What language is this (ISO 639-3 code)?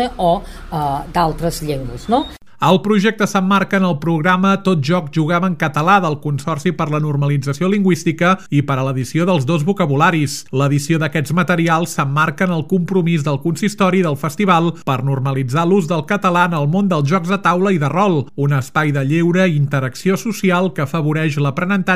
cat